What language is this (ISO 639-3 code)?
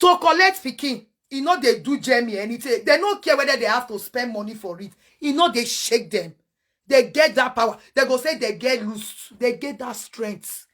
pcm